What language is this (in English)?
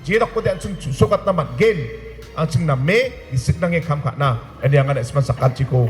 Garo